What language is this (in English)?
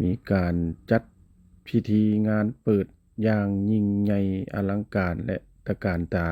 Lao